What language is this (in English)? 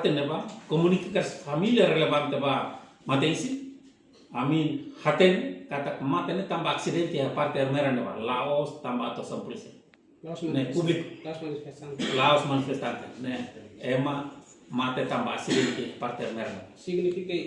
Tetum